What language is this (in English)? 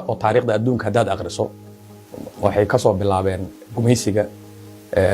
Somali